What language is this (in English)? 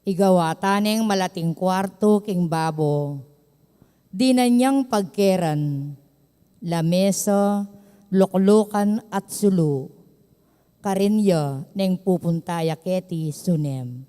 Pampanga